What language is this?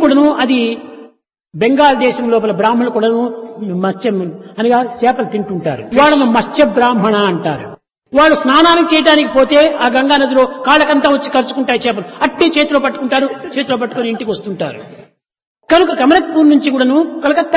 Telugu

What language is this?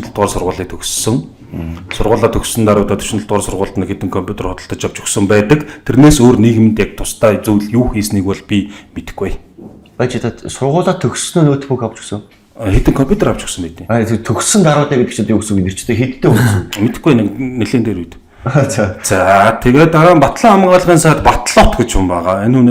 Mongolian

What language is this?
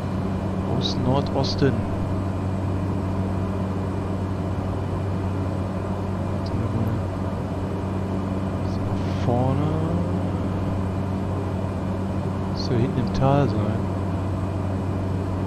German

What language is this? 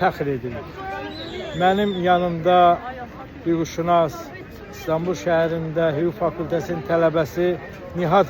Azerbaijani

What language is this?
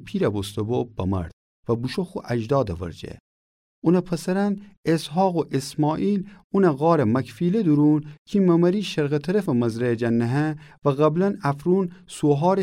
Gilaki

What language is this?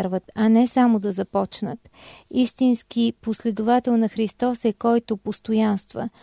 Bulgarian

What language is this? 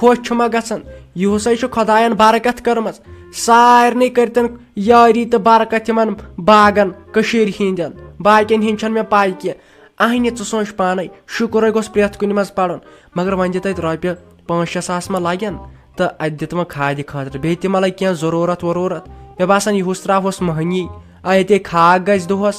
Kashmiri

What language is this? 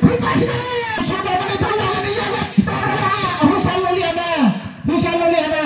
Kok Borok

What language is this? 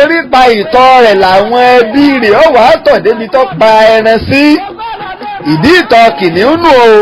Yoruba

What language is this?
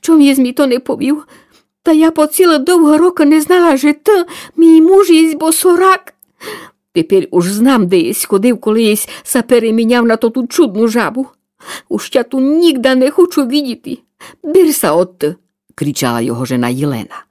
Rusyn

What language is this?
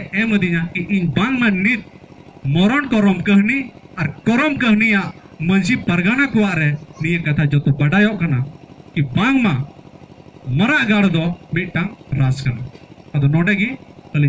Santali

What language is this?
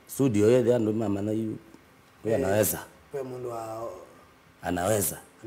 Kamba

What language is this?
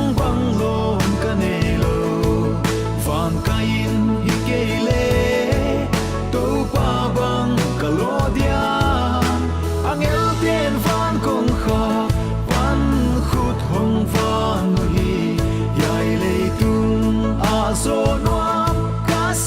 Paite Chin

